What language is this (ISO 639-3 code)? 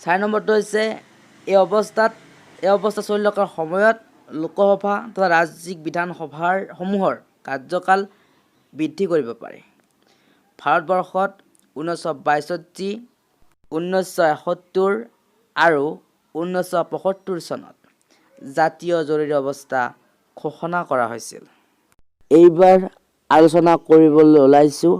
asm